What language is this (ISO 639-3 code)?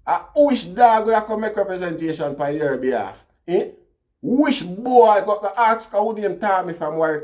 jam